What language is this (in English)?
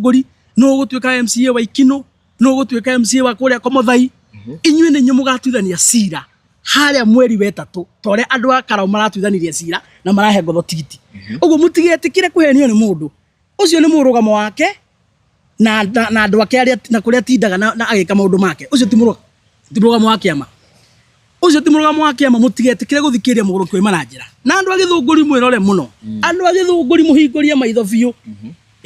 Kikuyu